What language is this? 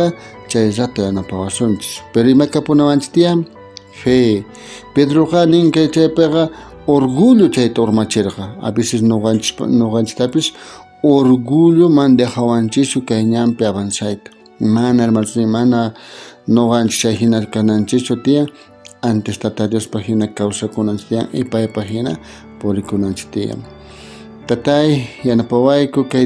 South Bolivian Quechua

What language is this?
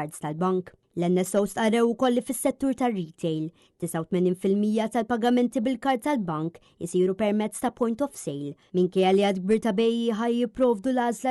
Maltese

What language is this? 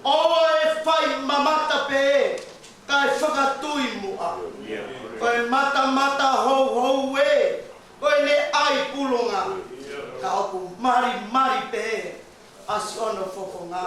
Tongan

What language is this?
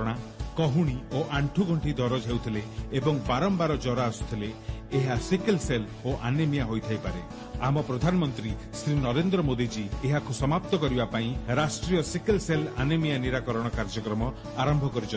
Odia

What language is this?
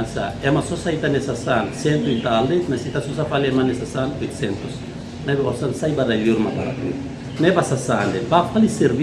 Tetum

